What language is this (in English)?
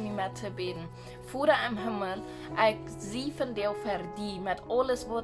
Plautdietsch